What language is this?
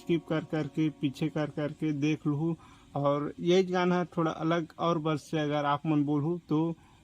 Chhattisgarhi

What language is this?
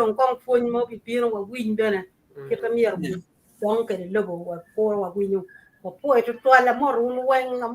Acoli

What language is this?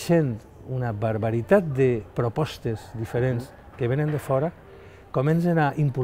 Catalan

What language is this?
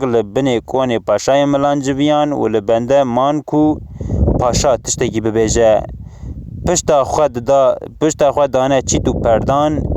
Kurdish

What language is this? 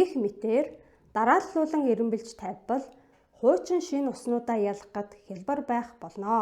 Mongolian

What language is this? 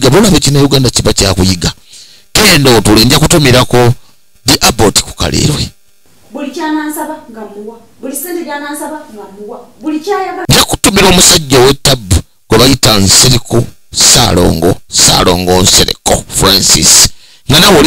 Ganda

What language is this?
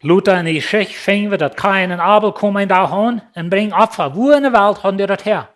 Plautdietsch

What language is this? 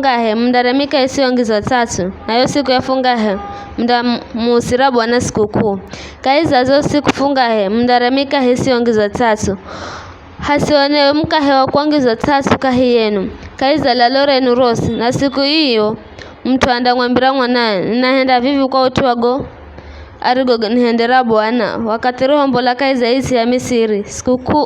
Giryama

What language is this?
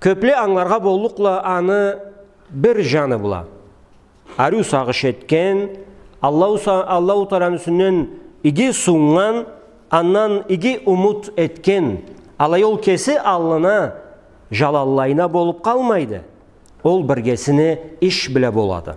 Karachay-Balkar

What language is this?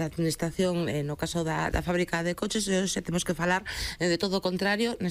Galician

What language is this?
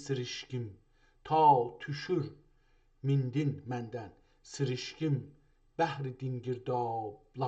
South Azerbaijani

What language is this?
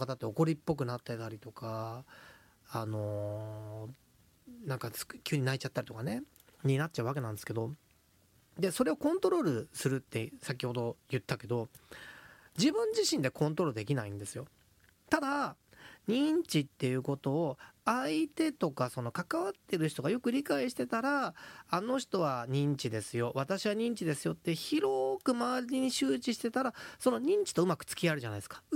Japanese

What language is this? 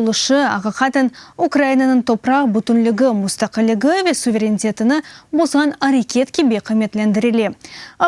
Crimean Tatar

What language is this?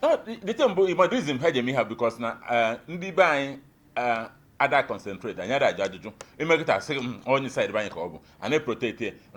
Igbo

